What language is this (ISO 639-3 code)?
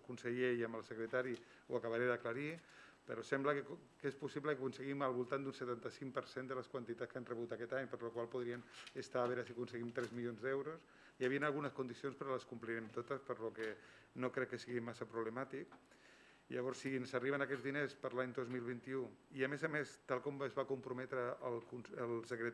cat